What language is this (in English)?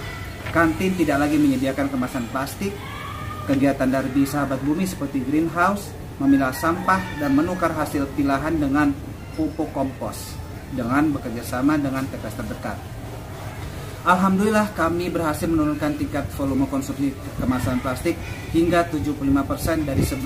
Indonesian